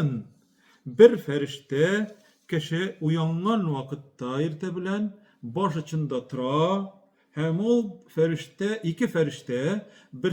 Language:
Tatar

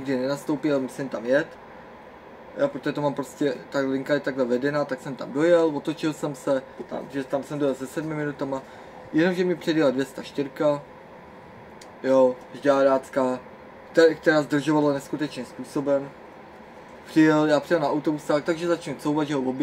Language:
Czech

